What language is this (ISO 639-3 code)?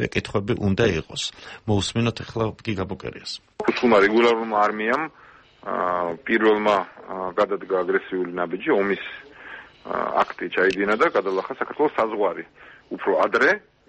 kat